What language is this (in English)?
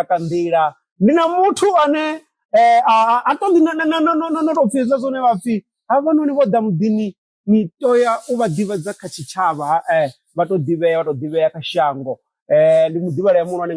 Venda